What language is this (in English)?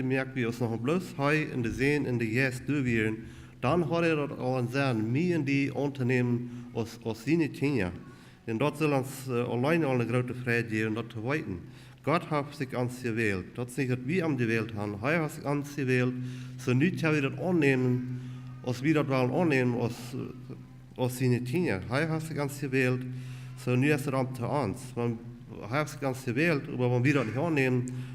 Plautdietsch